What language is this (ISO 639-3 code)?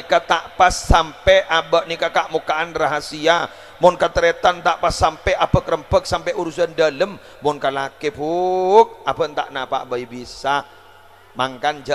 mad